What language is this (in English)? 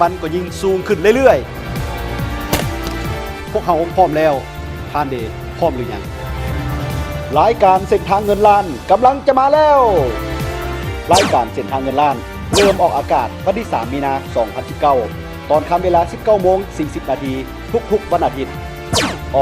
Lao